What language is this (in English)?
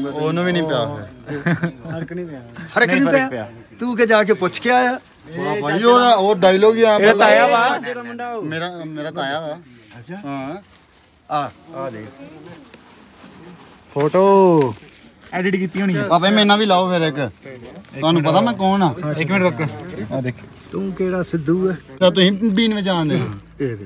Punjabi